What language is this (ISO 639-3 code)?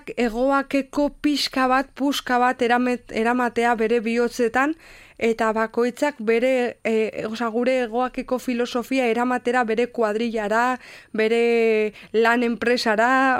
eus